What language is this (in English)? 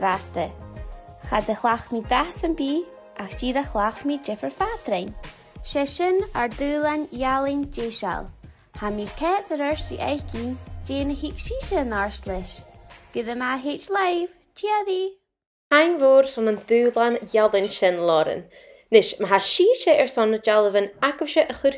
Scottish Gaelic